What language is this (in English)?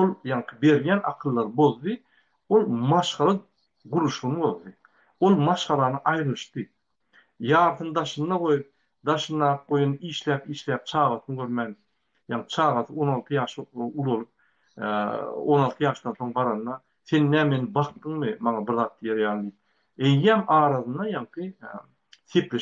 Turkmen